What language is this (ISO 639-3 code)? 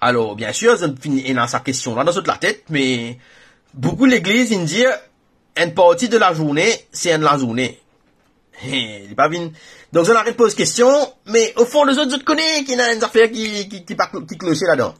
mfe